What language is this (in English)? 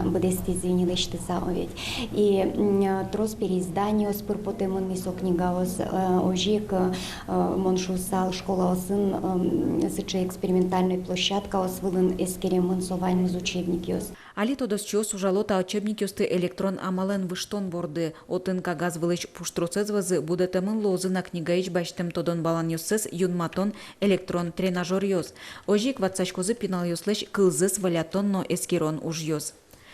Udmurt